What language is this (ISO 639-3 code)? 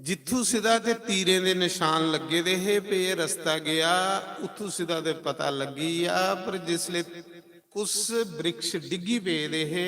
doi